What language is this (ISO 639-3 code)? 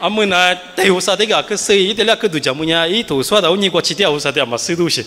lis